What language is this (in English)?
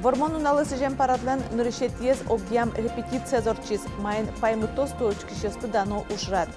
Udmurt